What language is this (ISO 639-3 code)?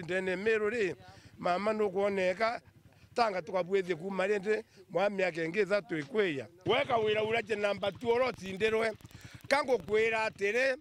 mer